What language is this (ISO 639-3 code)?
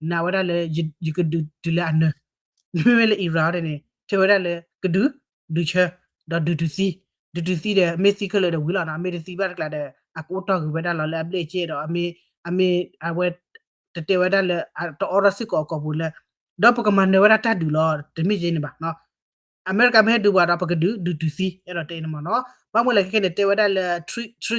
ksw